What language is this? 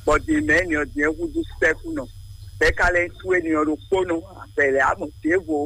Fon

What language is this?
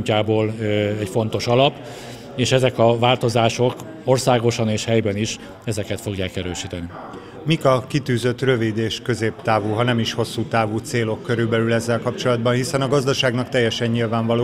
Hungarian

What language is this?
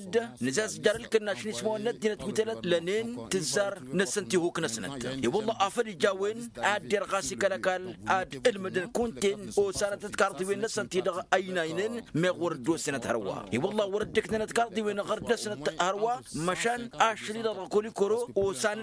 Tamasheq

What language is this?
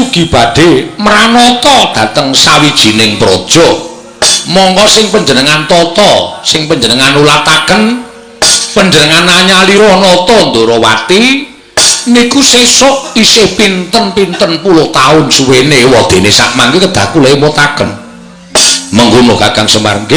Javanese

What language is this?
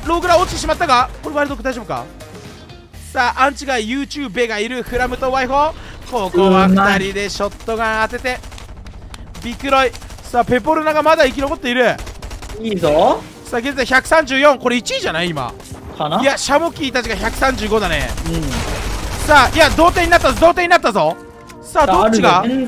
Japanese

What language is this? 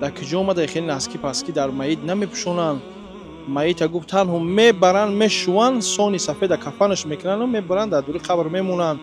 Tajik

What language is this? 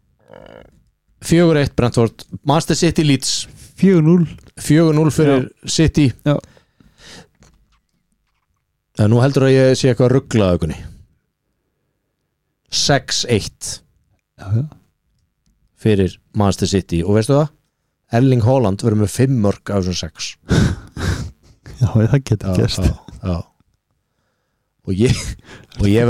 Icelandic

